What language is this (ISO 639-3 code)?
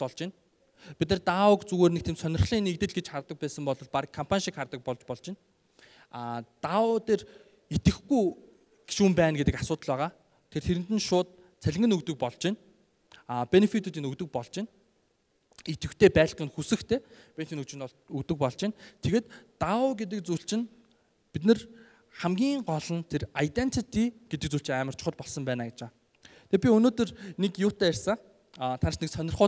mon